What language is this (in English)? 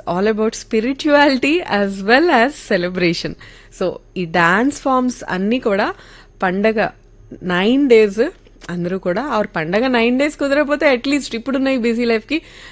Telugu